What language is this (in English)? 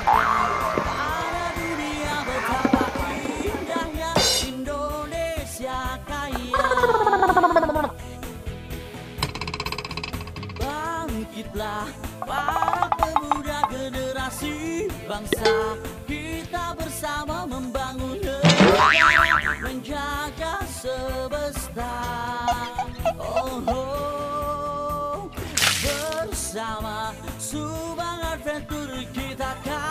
Indonesian